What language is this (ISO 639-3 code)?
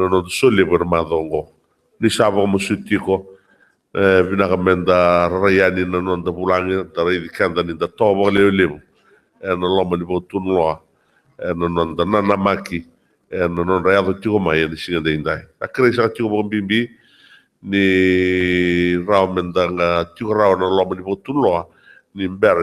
fij